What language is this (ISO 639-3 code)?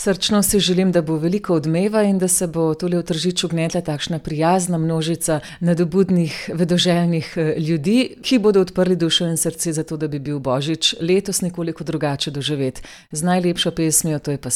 slv